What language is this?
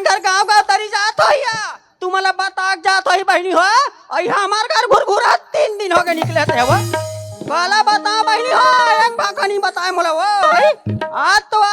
Chhattisgarhi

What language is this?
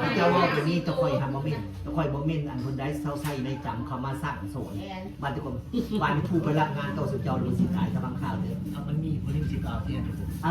Northeastern Thai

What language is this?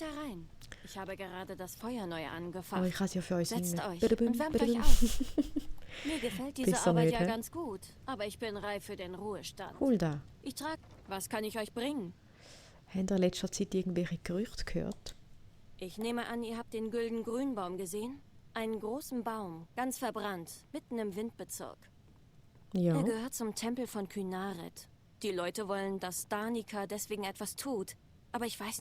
Swiss German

